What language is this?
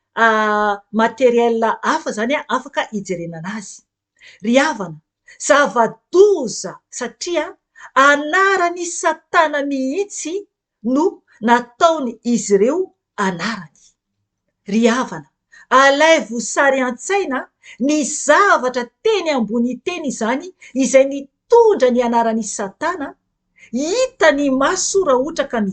Malagasy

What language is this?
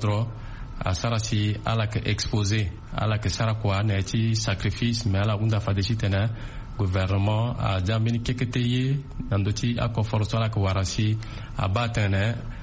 Sango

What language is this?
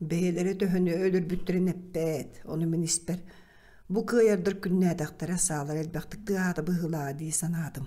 Yakut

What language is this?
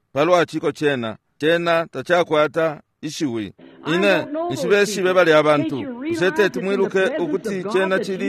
Bemba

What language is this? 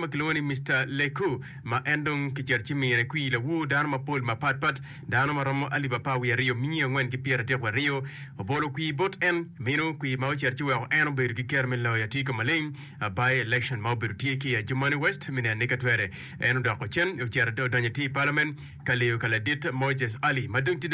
Acoli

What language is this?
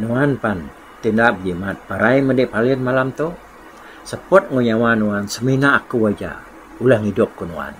Iban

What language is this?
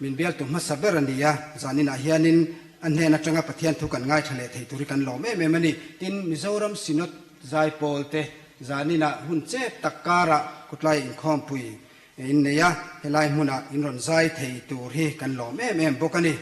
Mizo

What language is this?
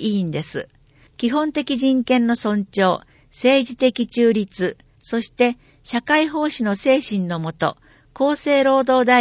Japanese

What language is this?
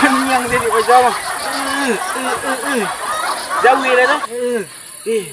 Minangkabau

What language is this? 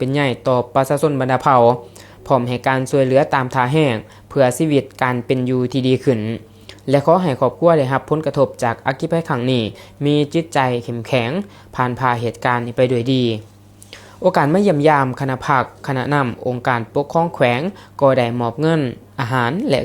Lao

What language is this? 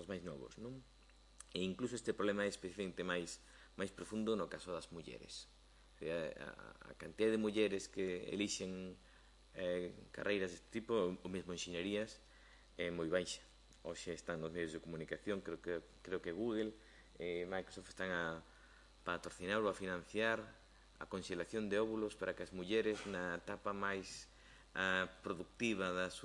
Galician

